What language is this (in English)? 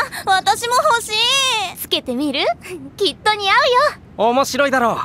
Japanese